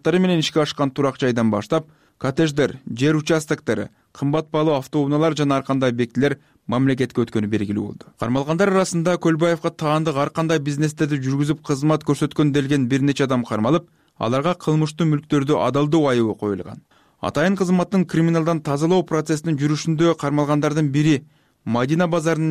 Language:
Kyrgyz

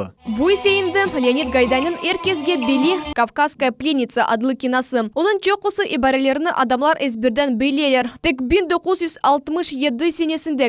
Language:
Crimean Tatar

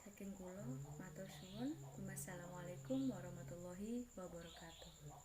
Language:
Javanese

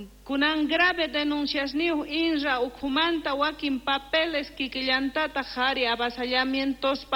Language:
South Bolivian Quechua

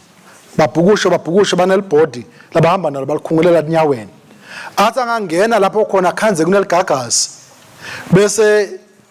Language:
Swati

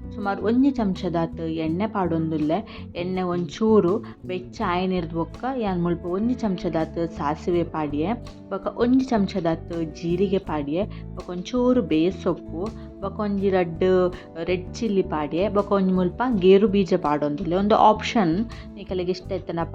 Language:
Tulu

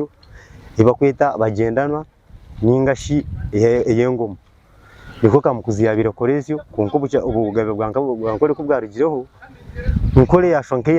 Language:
Nyankole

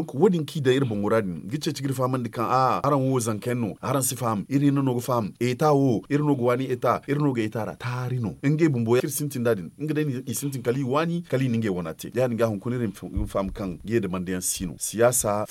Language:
Zarma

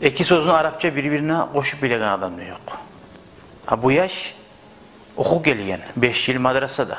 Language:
Kumyk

